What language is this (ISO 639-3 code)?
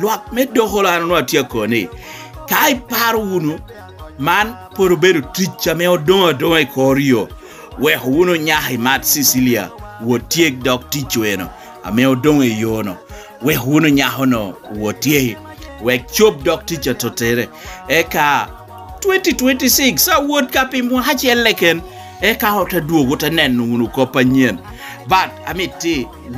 laj